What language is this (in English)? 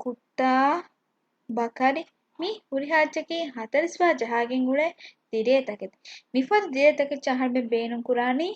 Divehi